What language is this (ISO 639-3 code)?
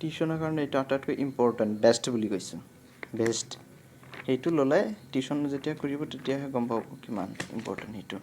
asm